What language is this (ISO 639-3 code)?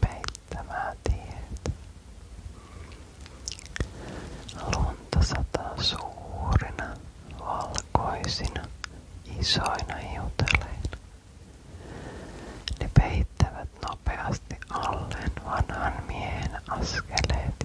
fin